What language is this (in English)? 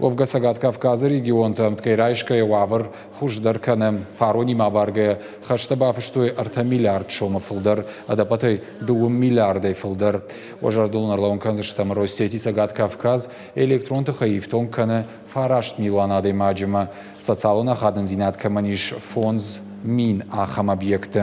Ossetic